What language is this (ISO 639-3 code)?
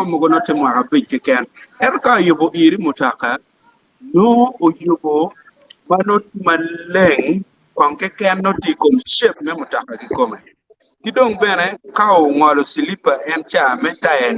ach